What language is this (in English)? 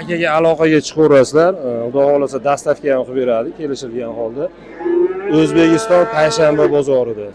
Uzbek